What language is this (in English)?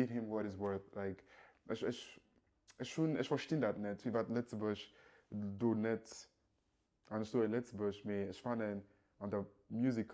Luxembourgish